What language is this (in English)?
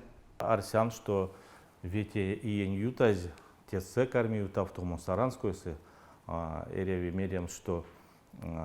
Erzya